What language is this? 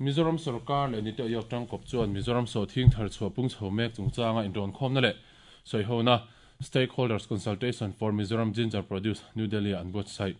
Mizo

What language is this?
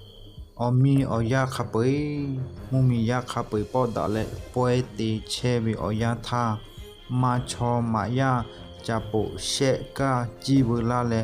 Lahu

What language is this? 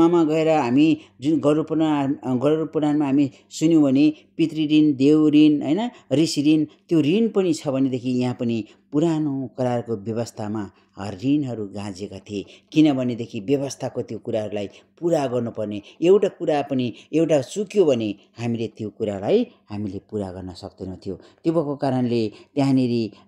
Nepali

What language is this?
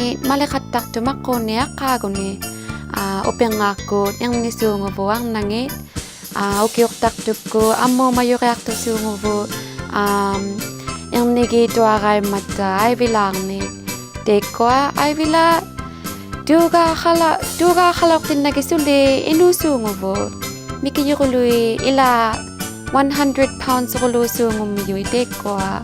Inuktitut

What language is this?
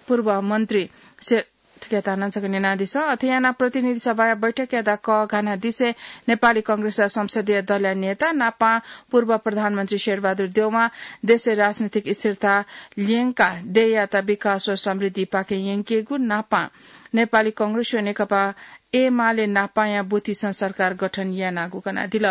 Newari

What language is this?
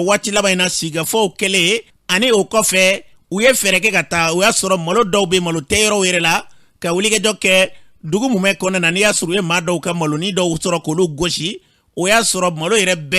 Bambara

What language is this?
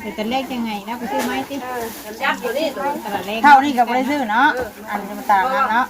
Northeastern Thai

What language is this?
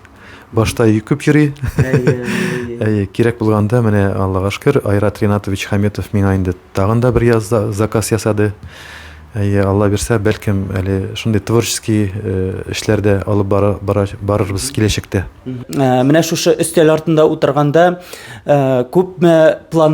Tatar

